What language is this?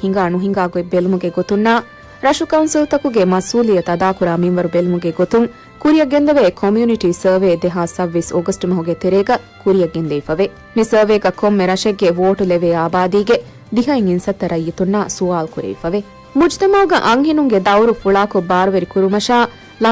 Divehi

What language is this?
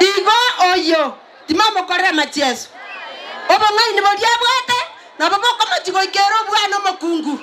Gusii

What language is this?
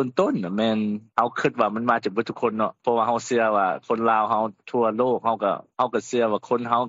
Lao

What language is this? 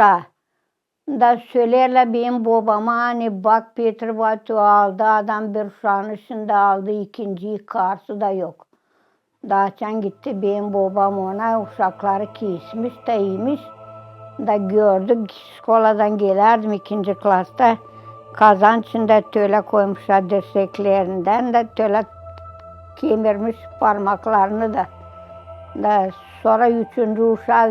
Gagauz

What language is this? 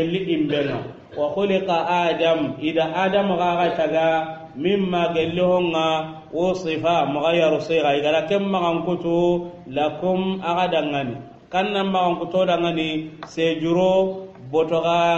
Soninke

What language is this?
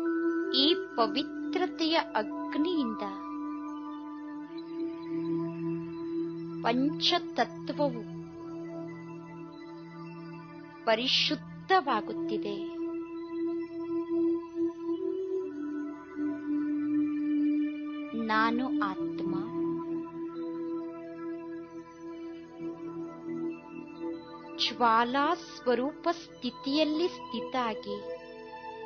Kannada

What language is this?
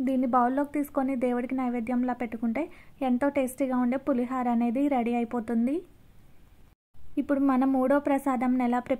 Telugu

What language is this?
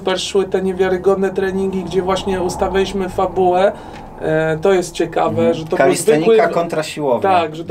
Polish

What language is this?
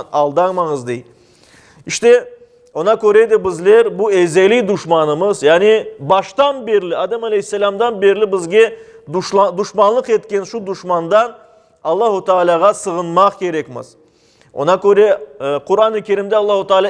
Crimean Tatar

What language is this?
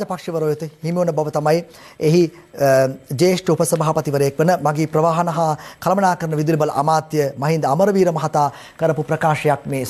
Sinhala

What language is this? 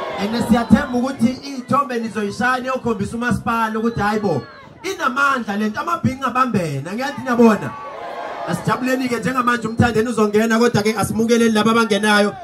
Zulu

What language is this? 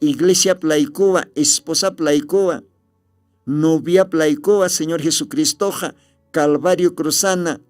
Aymara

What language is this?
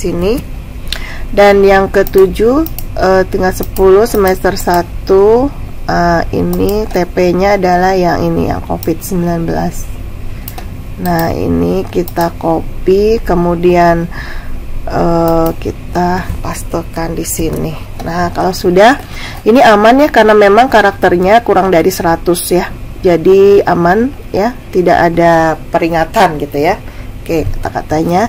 Indonesian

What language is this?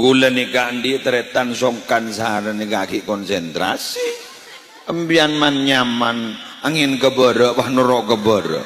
Madurese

